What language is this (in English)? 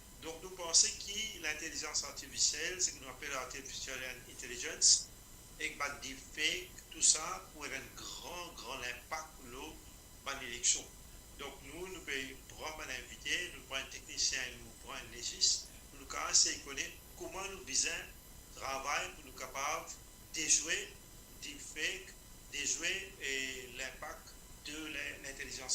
Morisyen